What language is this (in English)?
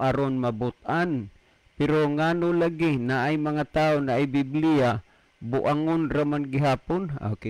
Cebuano